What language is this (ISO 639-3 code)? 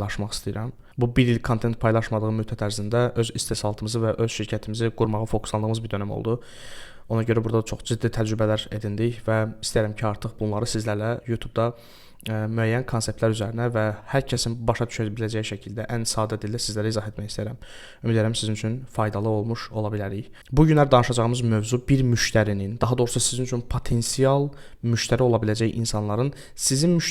aze